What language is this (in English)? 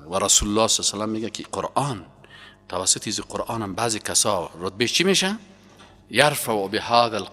Persian